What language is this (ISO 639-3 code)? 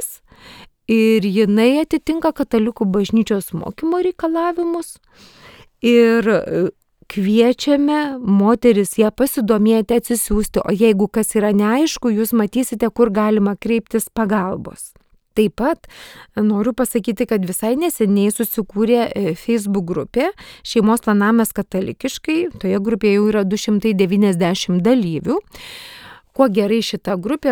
lit